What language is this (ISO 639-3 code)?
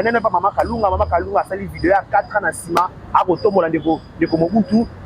lin